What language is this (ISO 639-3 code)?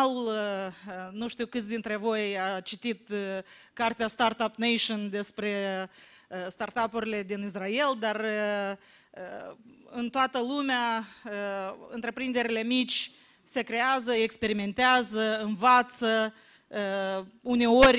ron